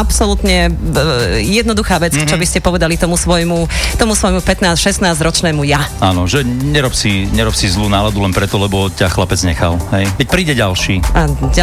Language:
Slovak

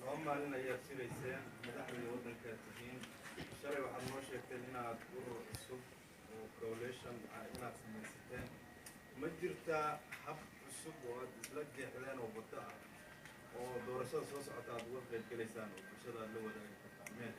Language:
Somali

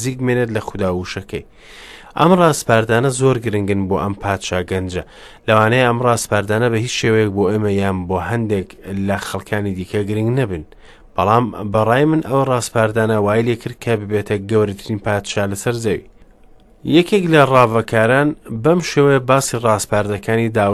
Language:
Central Kurdish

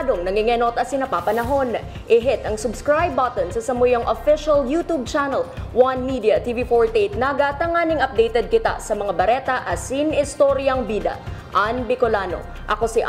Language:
Bikol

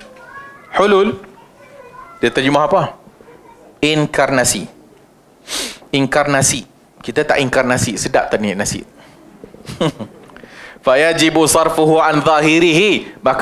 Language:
Malay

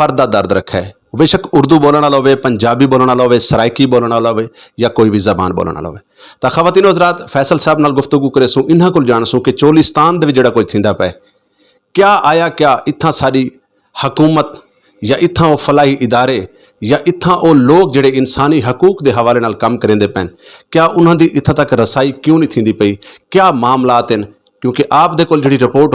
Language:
Saraiki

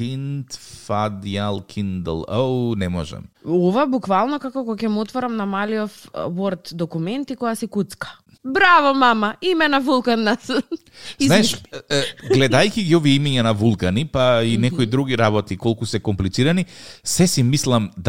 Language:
Macedonian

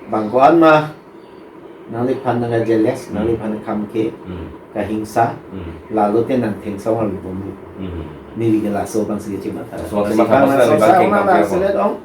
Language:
Karbi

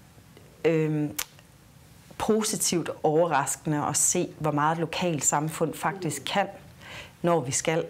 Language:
Danish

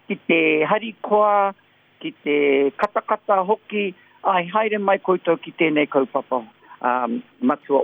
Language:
Māori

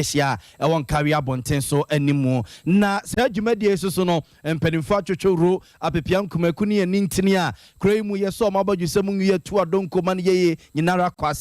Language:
Akan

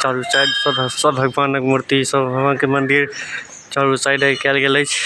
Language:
Maithili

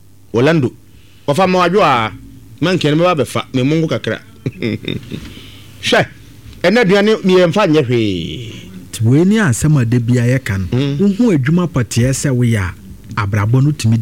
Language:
Akan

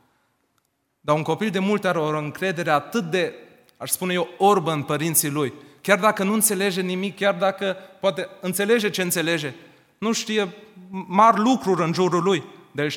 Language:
Romanian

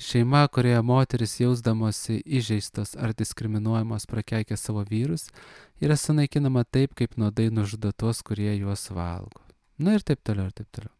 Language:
Lithuanian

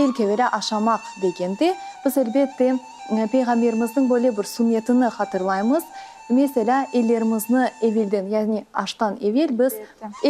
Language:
Crimean Tatar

